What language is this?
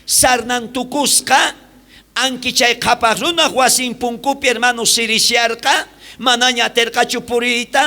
South Bolivian Quechua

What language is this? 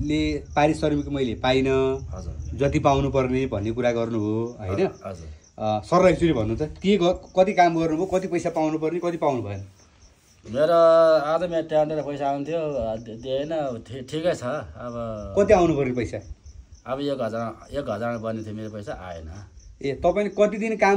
Nepali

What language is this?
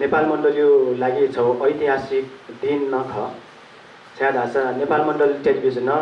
Newari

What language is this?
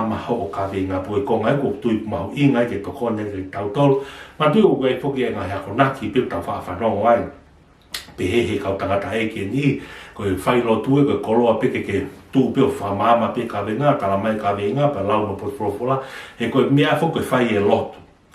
Tongan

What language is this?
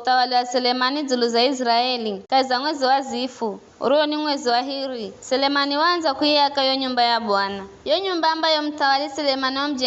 Giryama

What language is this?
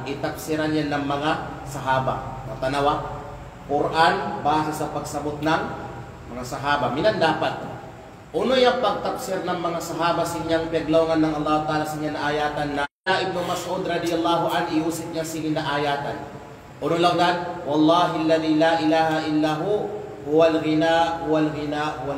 Kalagan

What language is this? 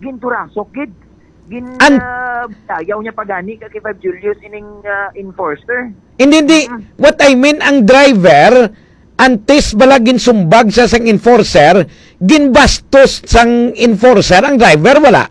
Hiligaynon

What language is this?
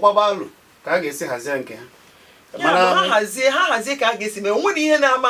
Igbo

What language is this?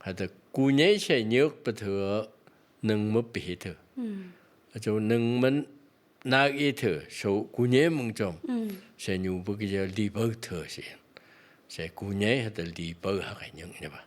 Phom Naga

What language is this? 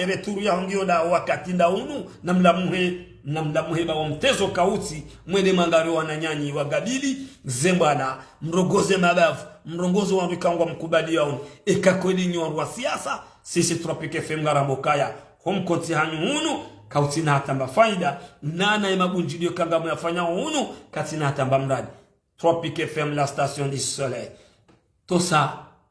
Ngazidja Comorian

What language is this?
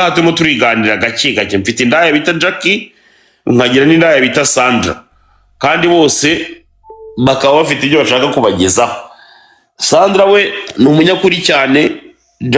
Kinyarwanda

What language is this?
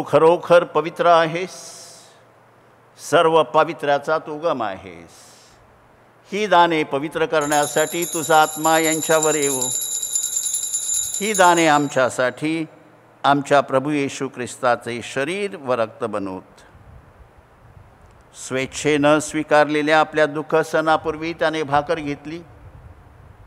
Marathi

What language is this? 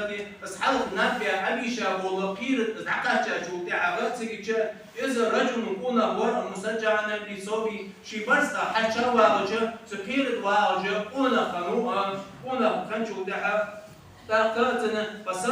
Ingush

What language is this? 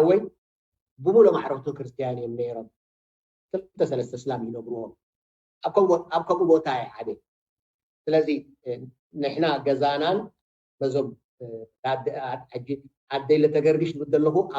Tigrinya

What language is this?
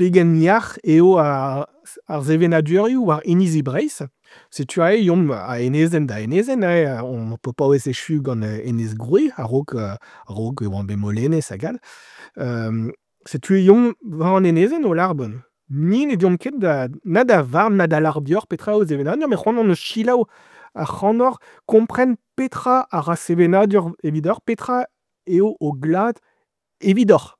Breton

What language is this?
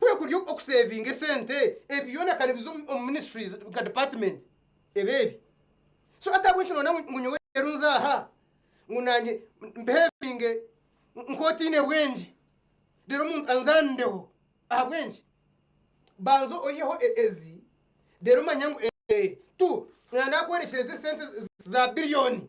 Nyankole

